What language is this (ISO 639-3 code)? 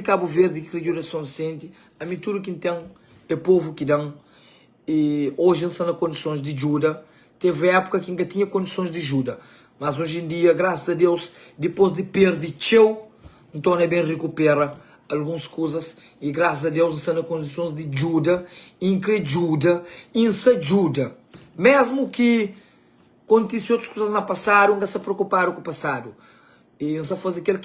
kea